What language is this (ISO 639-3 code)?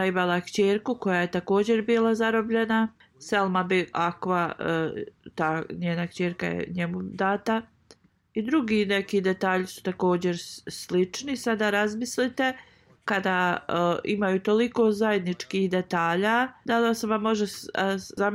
bos